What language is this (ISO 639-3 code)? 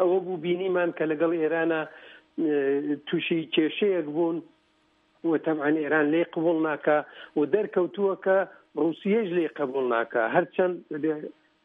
ckb